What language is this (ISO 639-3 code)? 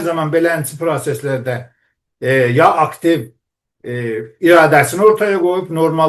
azb